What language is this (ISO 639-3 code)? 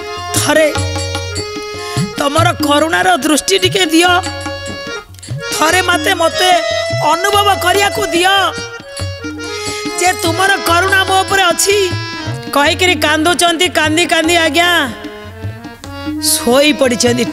ori